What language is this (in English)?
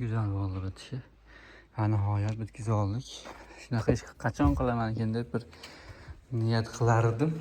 Uzbek